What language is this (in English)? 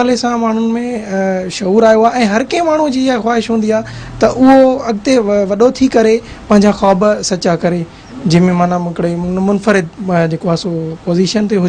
Sindhi